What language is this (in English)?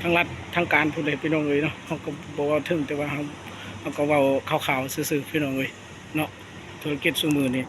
Lao